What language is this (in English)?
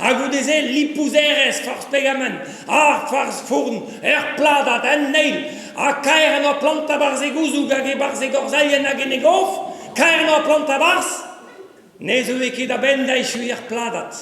Breton